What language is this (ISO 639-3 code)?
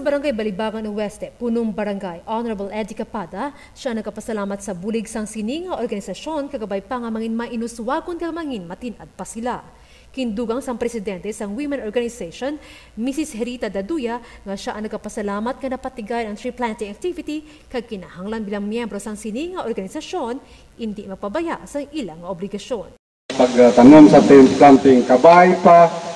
hil